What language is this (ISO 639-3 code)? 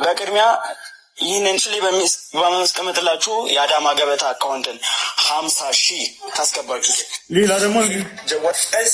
amh